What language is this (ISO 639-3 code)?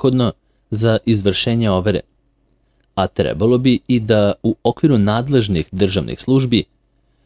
srp